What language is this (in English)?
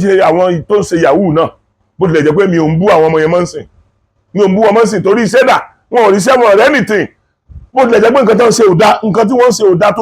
Yoruba